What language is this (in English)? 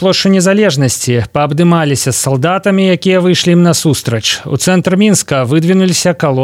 Belarusian